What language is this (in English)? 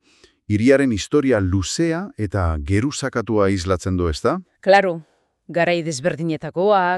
Basque